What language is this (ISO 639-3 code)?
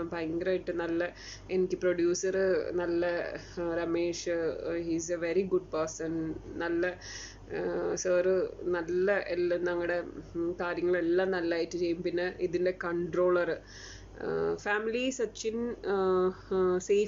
mal